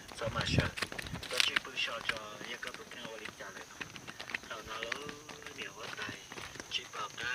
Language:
Hmong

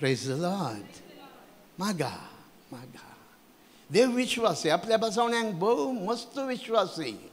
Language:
Konkani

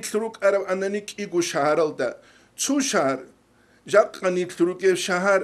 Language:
Avaric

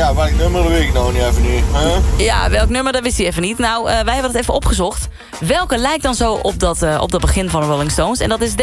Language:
Dutch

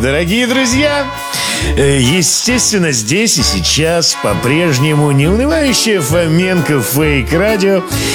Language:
Russian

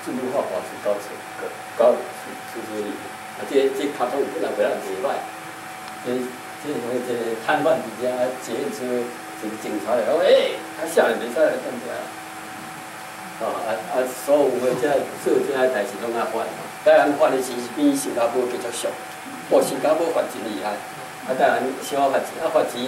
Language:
Min Nan Chinese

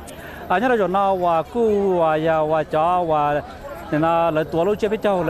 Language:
Hmong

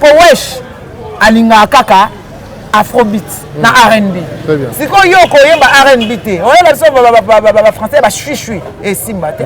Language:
Lingala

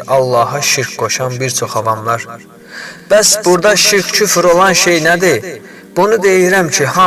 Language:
Azerbaijani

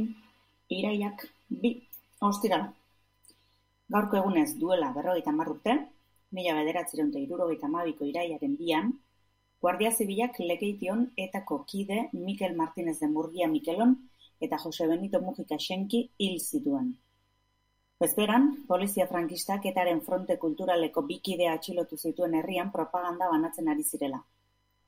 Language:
Basque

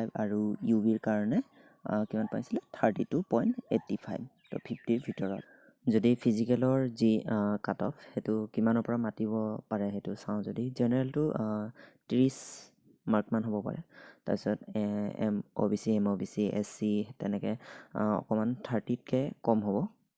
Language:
Assamese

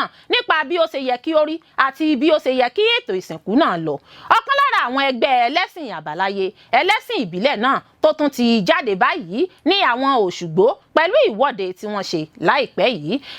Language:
Yoruba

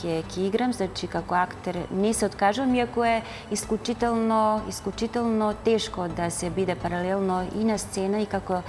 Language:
Macedonian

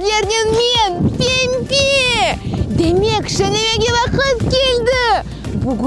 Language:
Crimean Tatar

